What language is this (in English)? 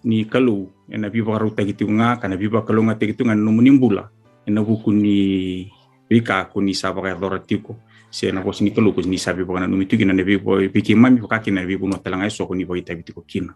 Fijian